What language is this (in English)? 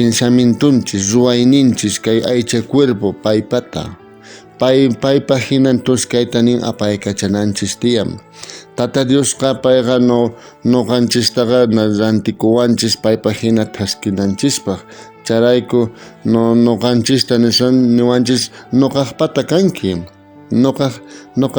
South Bolivian Quechua